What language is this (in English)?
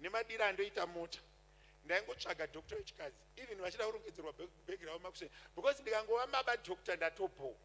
Shona